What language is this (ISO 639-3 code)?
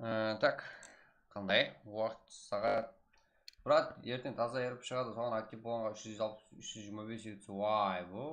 kaa